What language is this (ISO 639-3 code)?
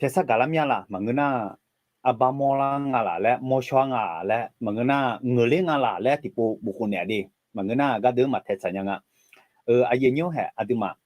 ahk